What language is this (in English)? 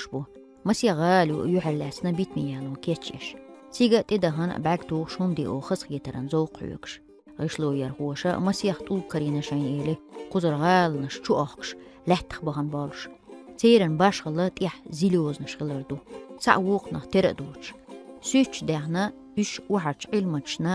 Chechen